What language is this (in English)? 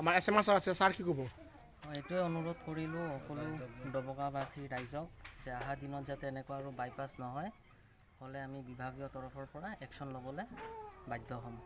Assamese